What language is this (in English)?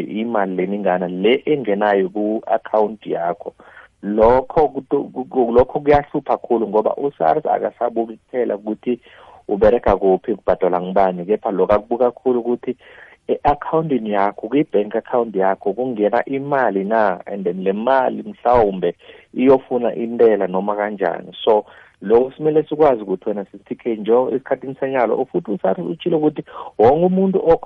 South Ndebele